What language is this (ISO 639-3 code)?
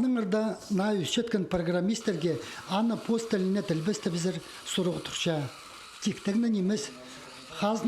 kjh